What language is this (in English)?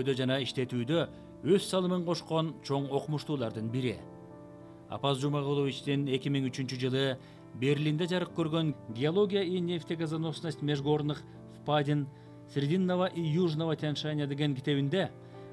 Kyrgyz